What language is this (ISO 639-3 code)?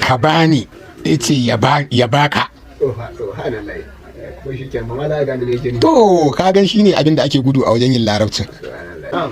hau